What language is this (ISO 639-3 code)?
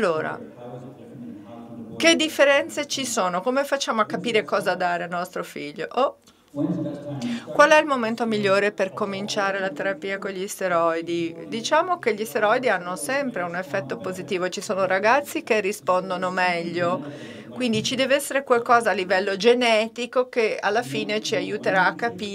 ita